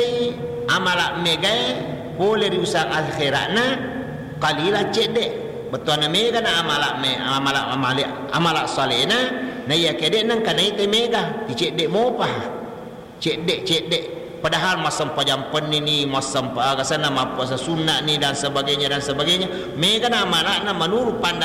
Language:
Buginese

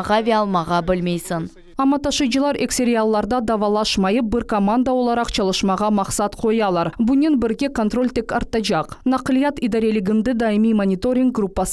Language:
Crimean Tatar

